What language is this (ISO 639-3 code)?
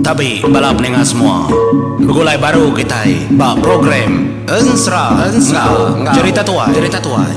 iba